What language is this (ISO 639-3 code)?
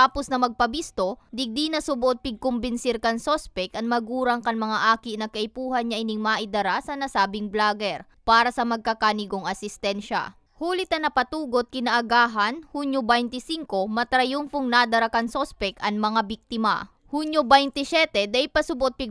bik